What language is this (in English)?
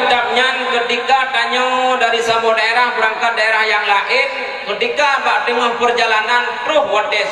Achinese